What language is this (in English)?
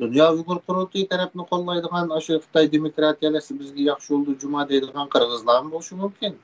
Uyghur